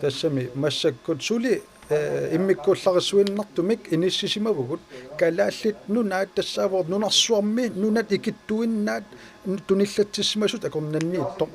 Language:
Kalaallisut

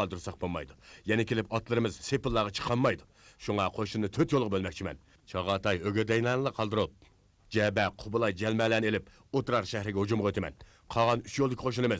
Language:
Uyghur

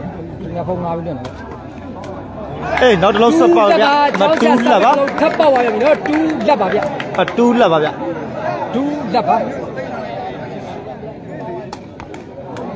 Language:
Burmese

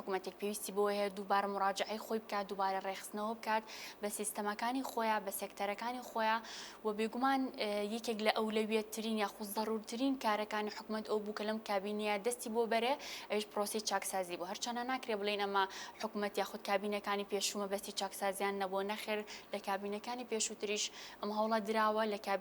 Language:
Central Kurdish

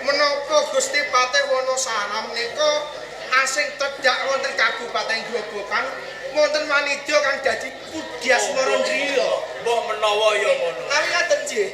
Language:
Javanese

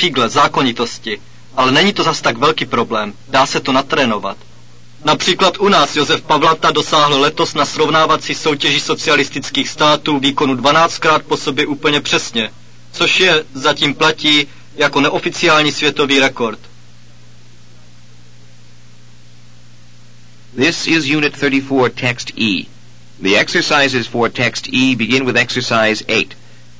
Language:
Czech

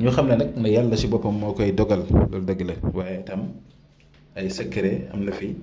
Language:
Wolof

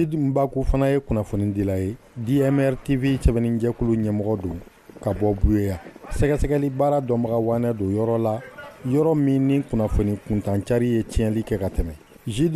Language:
Bambara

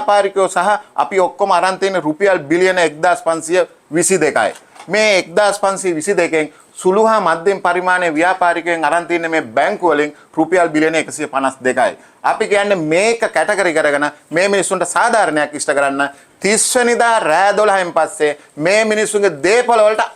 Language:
Sinhala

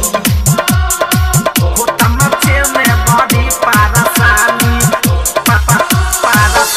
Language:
Bhojpuri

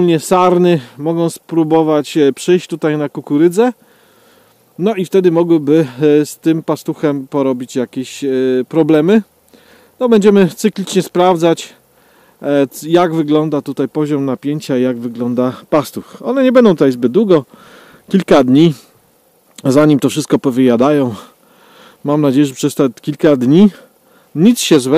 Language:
Polish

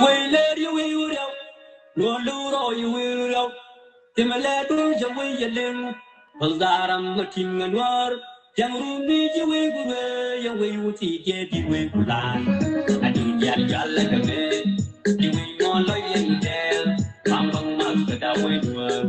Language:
Nuer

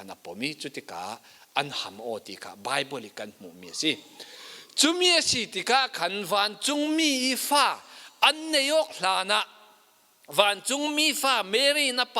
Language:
Falam Chin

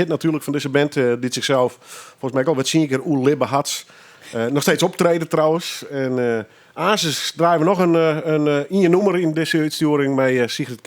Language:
Western Frisian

